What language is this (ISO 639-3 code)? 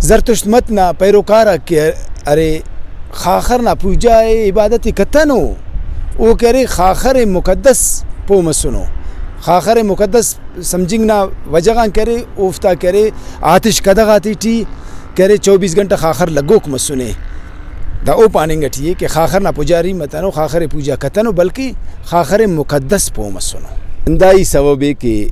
brh